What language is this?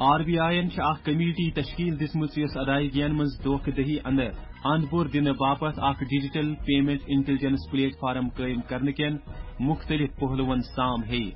Kashmiri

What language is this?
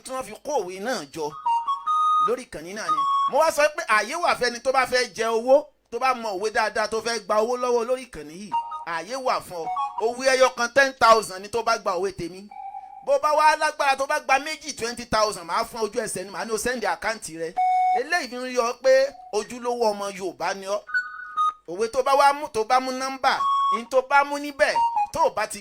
Yoruba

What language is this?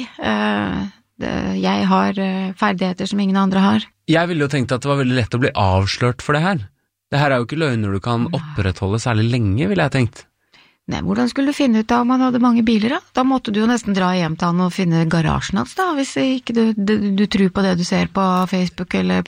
Norwegian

